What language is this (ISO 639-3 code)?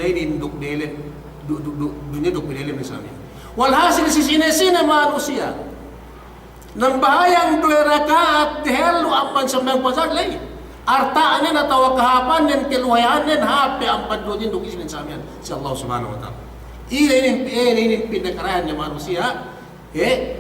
yka